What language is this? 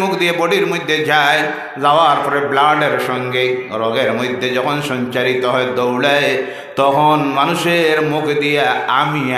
Sylheti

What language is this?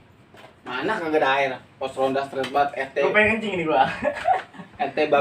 Betawi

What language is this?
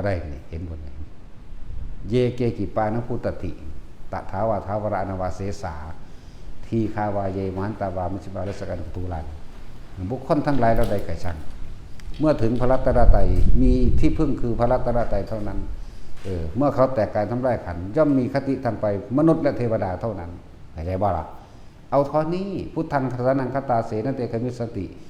Northeastern Thai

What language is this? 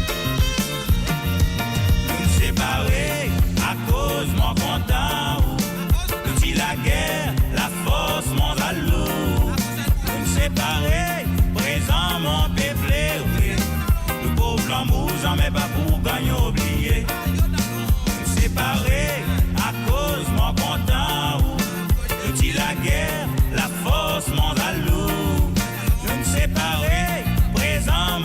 Morisyen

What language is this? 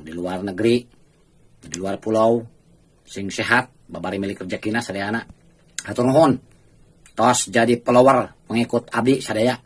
Sundanese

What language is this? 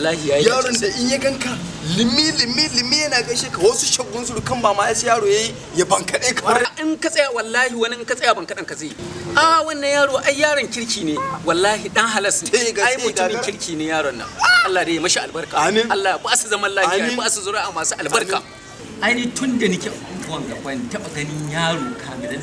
Hausa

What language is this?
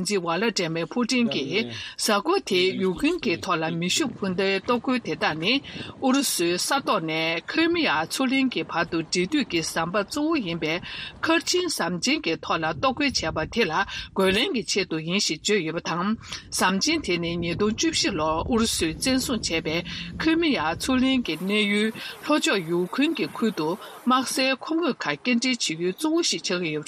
Tibetan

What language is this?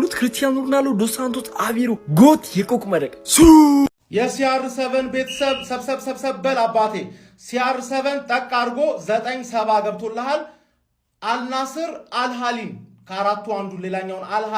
Amharic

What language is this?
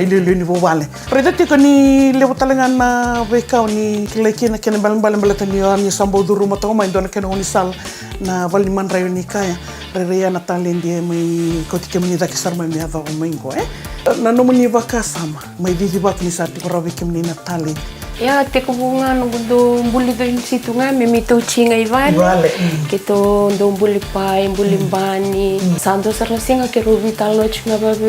Fijian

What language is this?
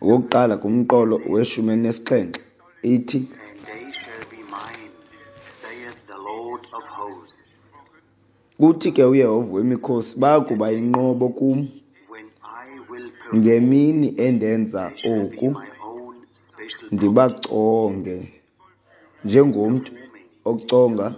Xhosa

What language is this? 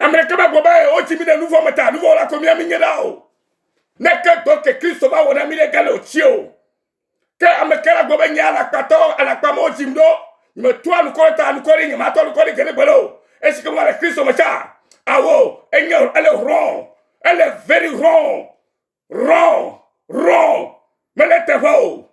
Ewe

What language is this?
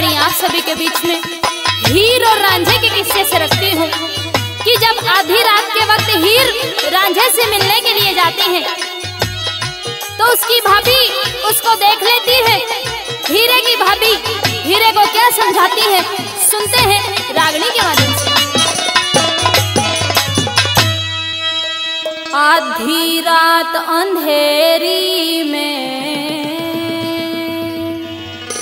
Haryanvi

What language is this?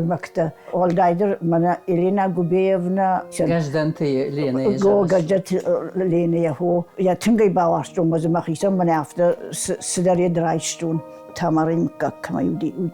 Ossetic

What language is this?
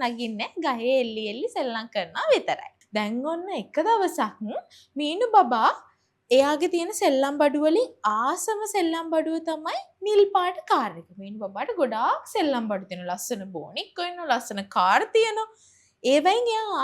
Sinhala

